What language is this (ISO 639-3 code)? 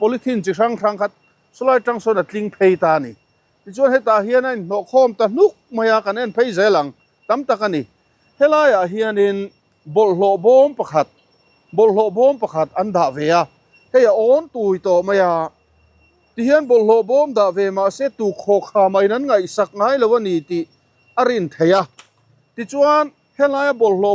lus